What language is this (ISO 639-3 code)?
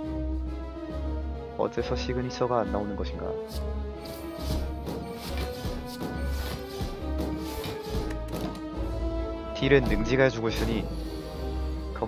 kor